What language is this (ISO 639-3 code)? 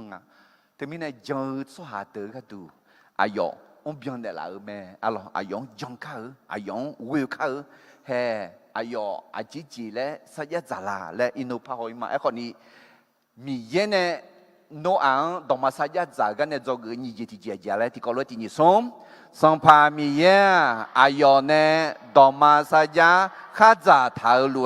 ahk